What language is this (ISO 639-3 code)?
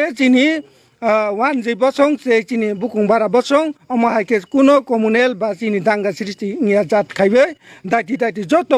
trp